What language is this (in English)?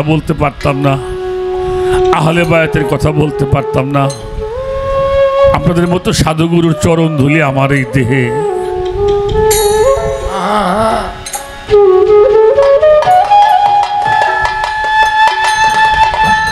Bangla